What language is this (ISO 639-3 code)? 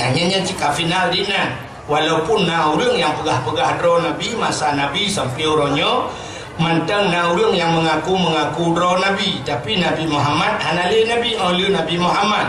ace